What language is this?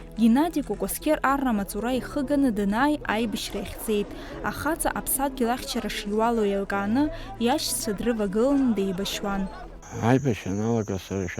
Abkhazian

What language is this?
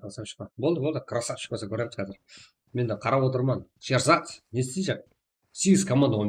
Kara-Kalpak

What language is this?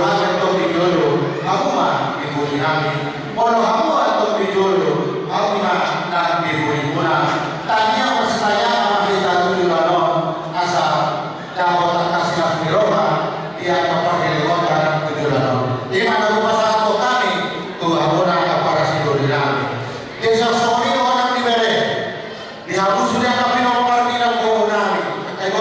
Batak Toba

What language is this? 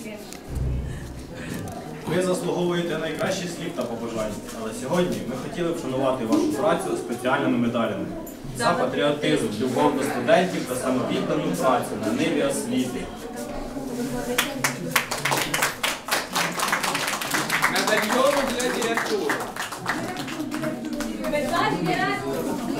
Ukrainian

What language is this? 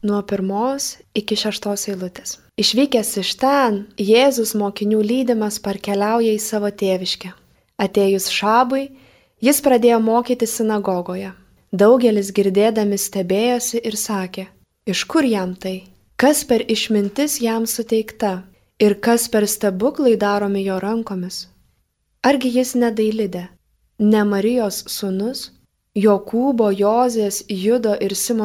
Lithuanian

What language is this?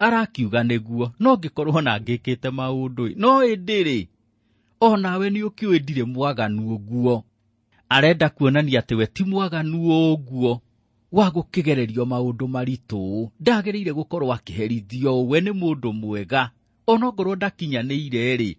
Kikuyu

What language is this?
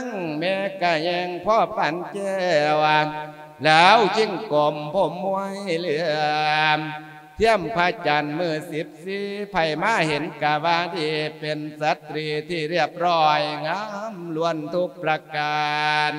Lao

